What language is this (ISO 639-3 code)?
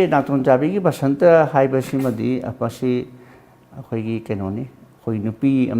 mni